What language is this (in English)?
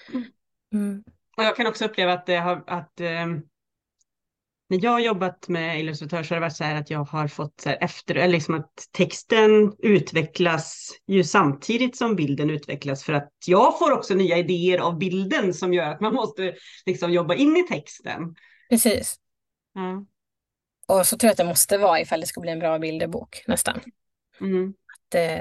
Swedish